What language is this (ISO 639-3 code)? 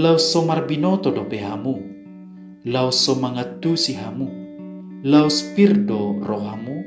bbc